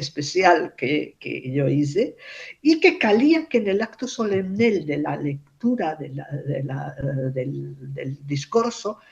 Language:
Ladino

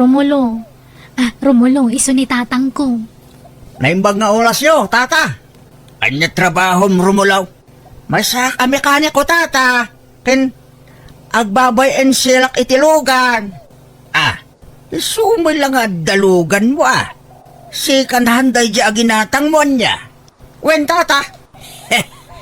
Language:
Iloko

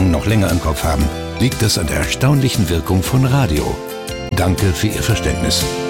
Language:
German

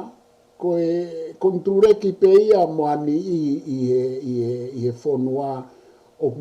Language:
Tongan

